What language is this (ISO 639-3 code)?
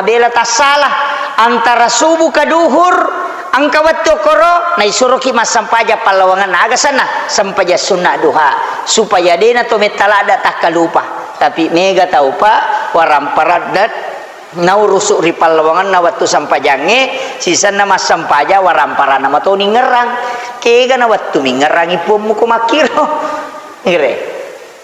bug